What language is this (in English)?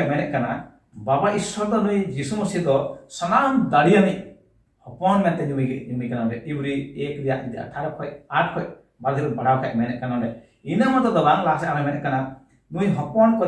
Santali